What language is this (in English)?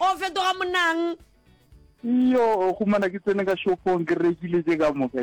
Northern Sotho